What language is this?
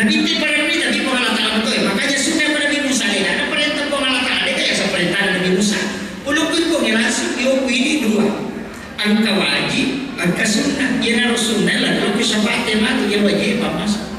Buginese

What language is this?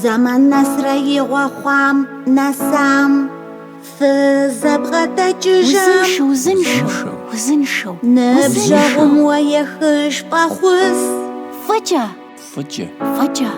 Kabardian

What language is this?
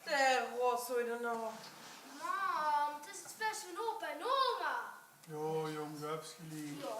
Limburgish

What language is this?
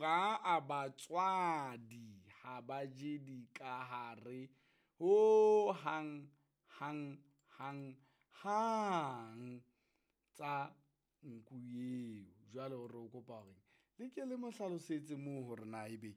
Southern Sotho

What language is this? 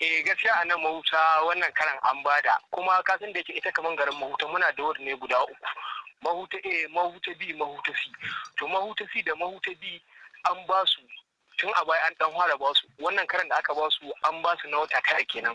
Hausa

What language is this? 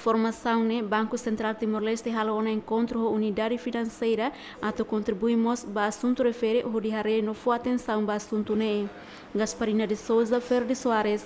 Tetum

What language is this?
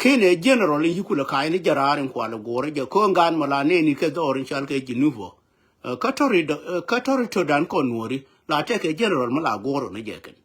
Nuer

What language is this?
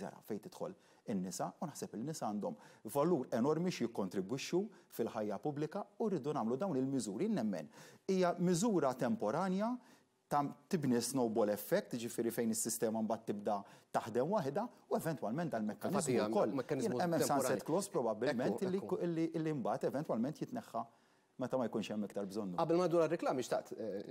Maltese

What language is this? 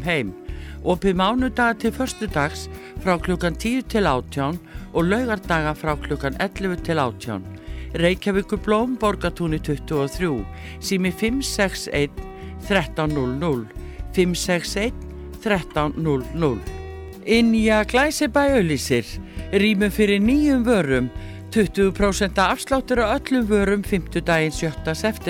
Icelandic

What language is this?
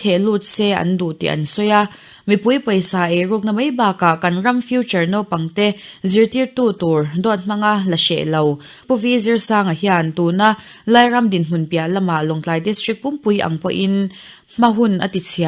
Mizo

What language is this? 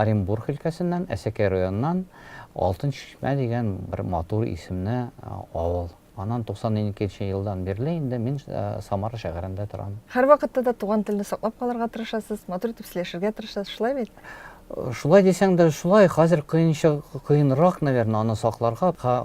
Tatar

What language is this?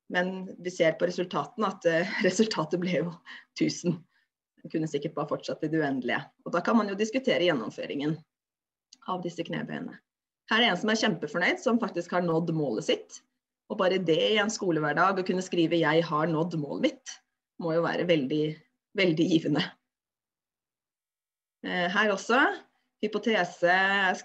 Norwegian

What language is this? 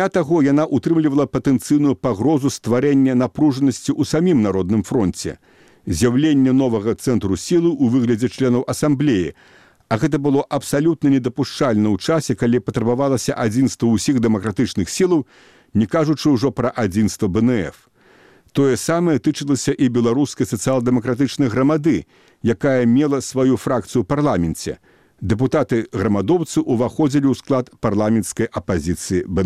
Belarusian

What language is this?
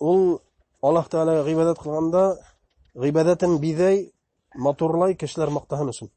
Bashkir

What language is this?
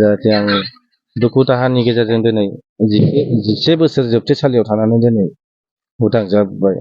Bodo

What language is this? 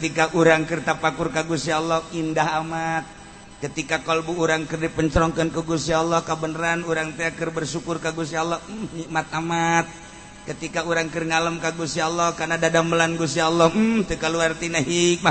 Sundanese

